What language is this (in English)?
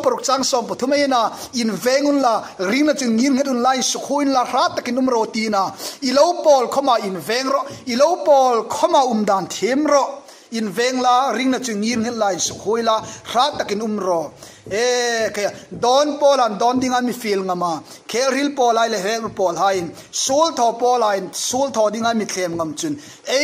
Hmar